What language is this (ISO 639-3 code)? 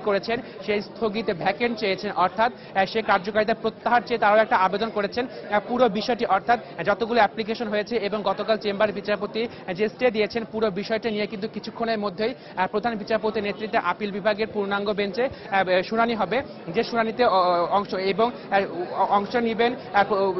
ben